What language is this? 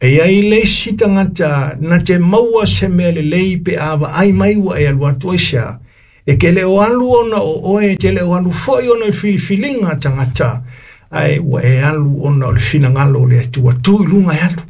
Samoan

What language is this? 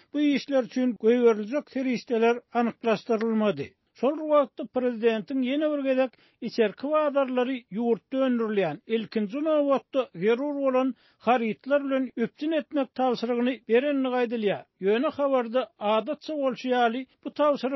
Turkmen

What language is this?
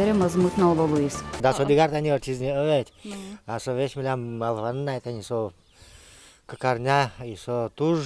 Udmurt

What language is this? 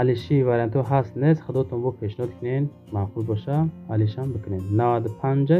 Tajik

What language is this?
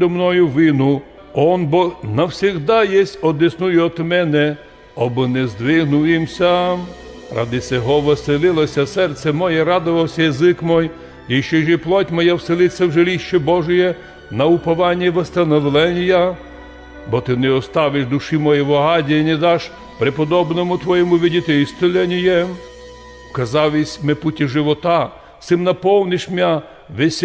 Rusyn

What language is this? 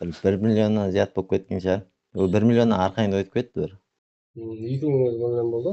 Kara-Kalpak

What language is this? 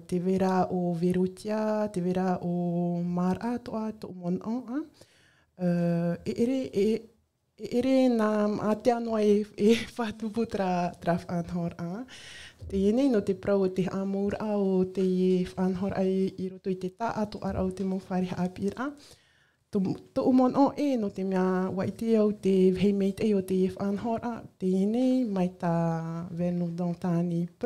Tahitian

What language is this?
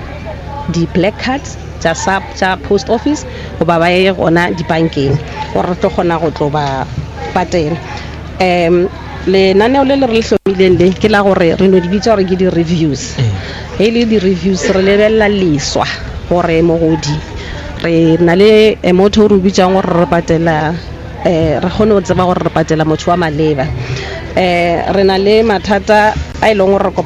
Northern Sotho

